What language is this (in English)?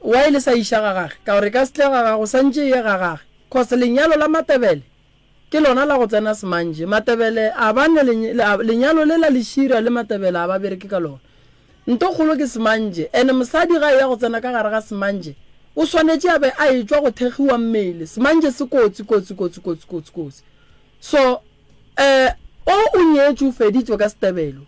Northern Sotho